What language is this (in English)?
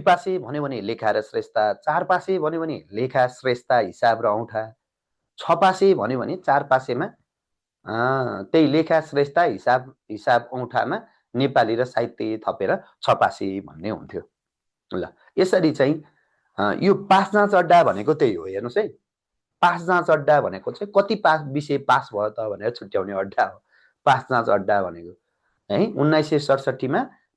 Nepali